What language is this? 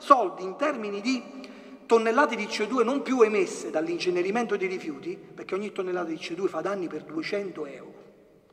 Italian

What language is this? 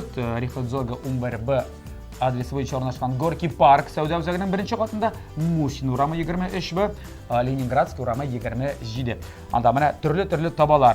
Tatar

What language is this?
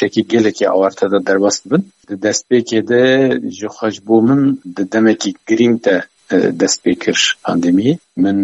Kurdish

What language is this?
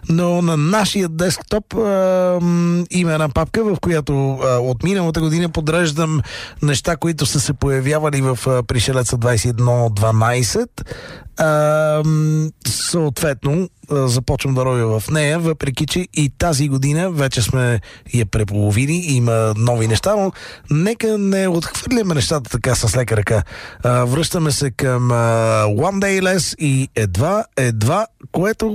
Bulgarian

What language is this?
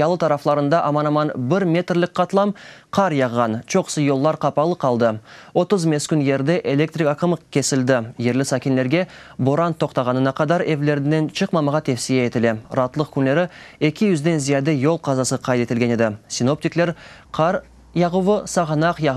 Crimean Tatar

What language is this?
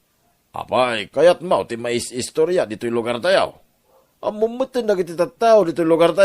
Iloko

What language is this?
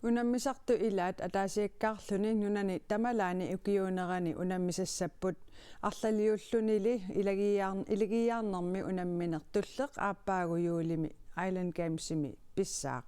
Kalaallisut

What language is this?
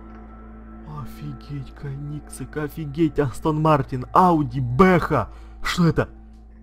Russian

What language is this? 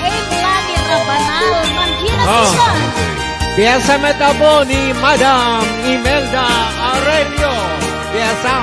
Iloko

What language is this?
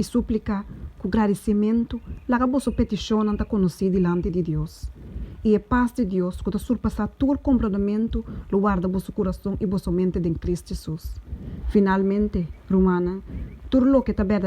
Papiamento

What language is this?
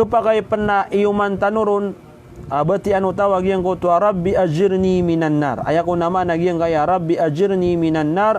Maranao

